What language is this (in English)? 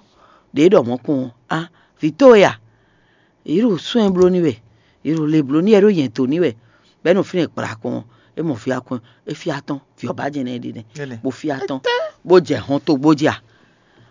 Fon